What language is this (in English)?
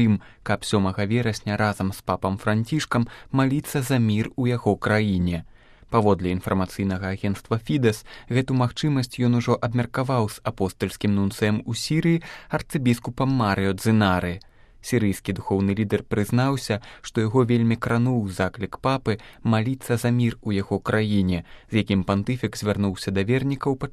Belarusian